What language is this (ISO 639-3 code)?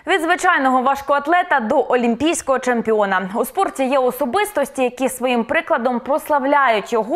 ukr